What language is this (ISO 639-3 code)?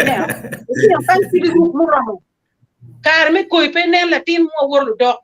ach